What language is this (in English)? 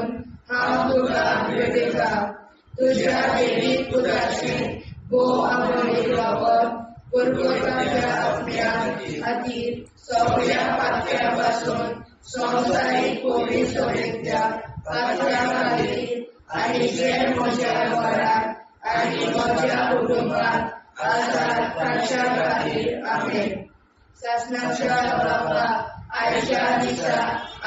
Konkani